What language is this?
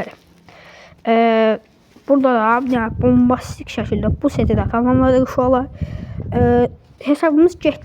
Azerbaijani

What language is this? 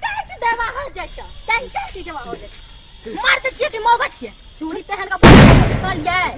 Maithili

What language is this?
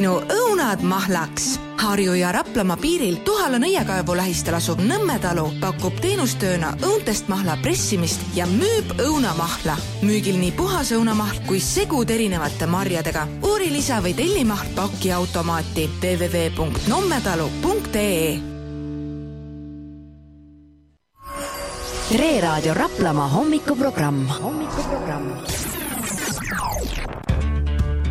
Estonian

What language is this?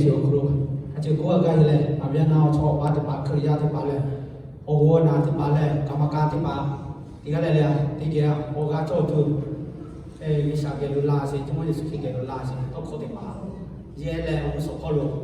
Lahu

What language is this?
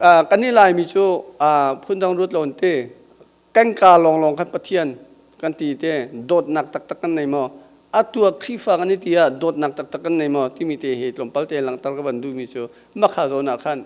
Hakha Chin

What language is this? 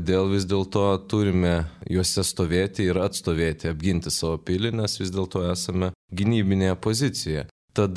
Lithuanian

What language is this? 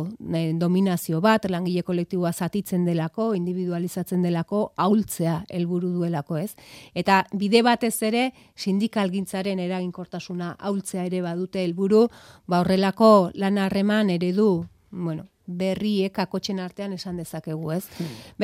Basque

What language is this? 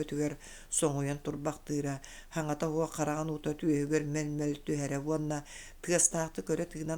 Yakut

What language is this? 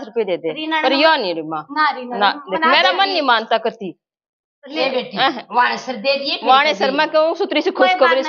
Haryanvi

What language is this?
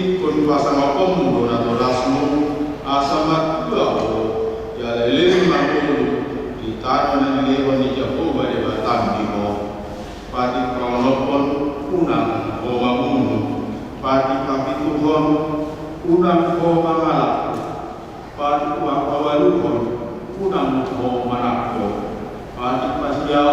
Batak Toba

